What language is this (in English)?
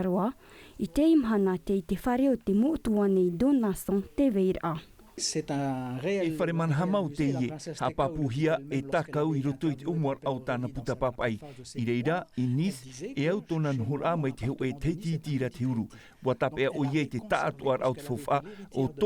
Tahitian